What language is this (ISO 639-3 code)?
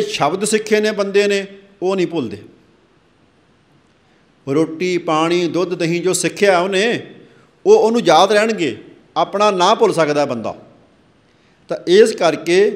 pan